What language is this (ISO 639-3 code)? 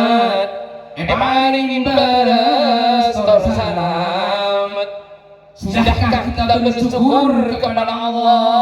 mad